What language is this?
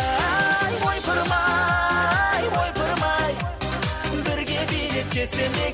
Kara-Kalpak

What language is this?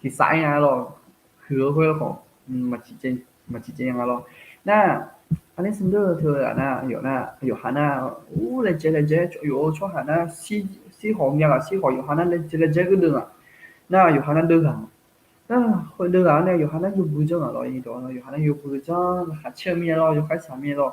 Akha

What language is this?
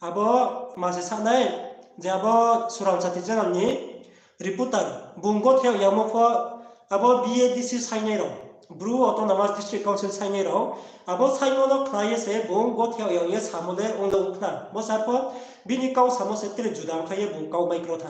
Riang (India)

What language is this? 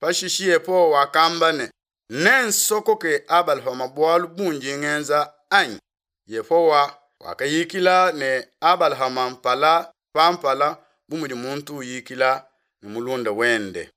Luba-Lulua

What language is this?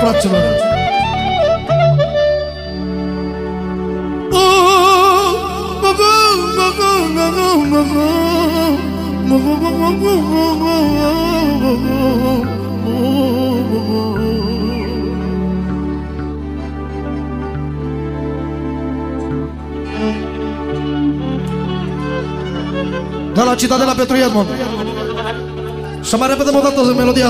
Romanian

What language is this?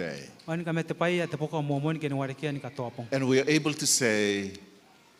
Gilbertese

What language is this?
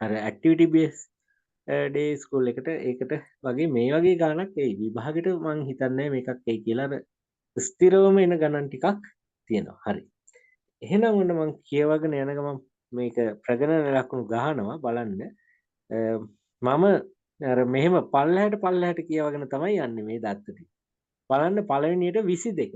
Sinhala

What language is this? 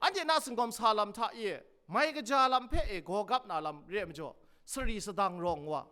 Kachin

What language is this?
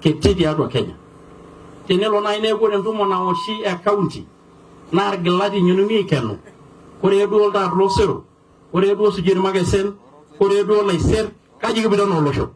Masai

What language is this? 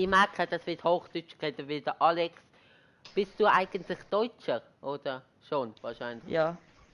Swiss German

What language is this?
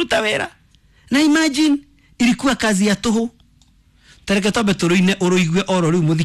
Kikuyu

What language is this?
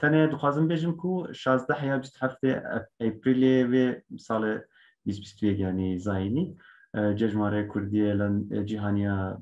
Kurdish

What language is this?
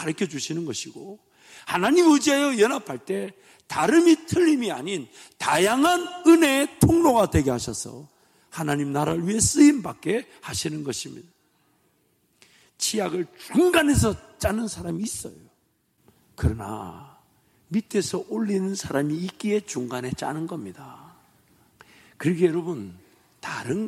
Korean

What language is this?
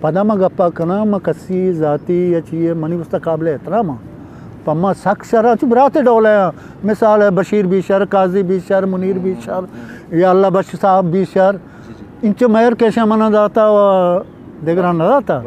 Eastern Balochi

